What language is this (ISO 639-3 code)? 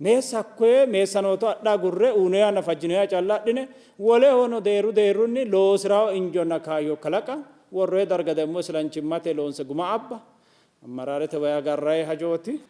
sid